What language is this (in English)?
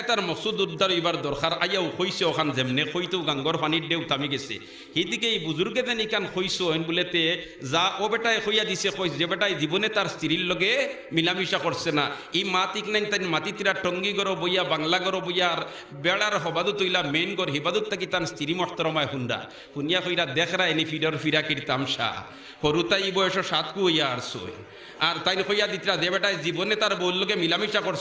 Sylheti